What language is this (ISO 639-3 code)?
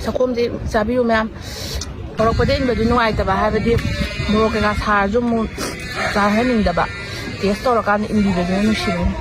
mni